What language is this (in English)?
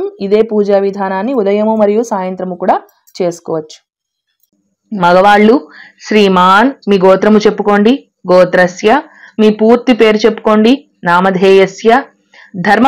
Telugu